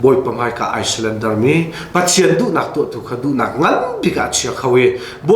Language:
Hakha Chin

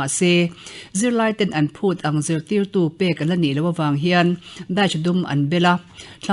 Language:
Mizo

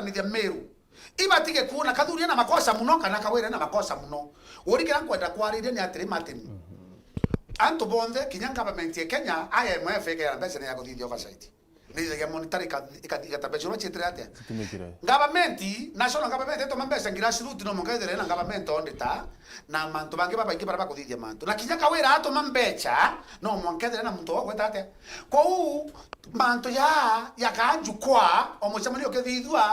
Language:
Meru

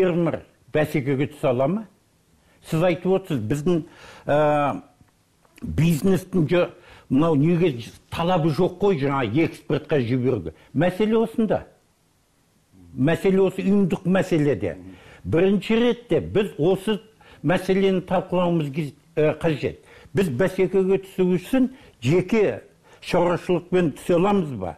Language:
Kazakh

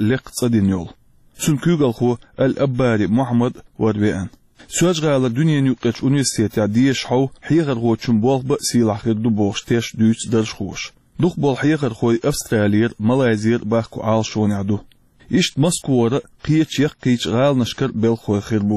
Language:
Chechen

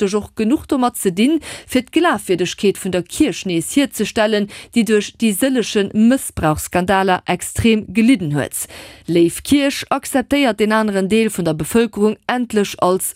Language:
Luxembourgish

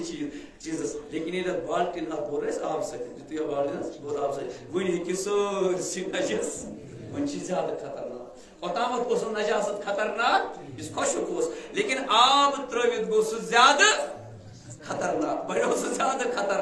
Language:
Kashmiri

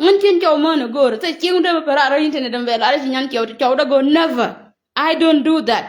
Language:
Nuer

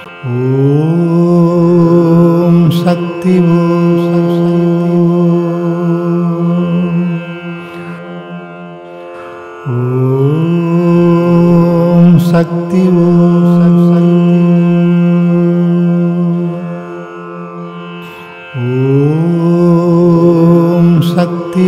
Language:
Tamil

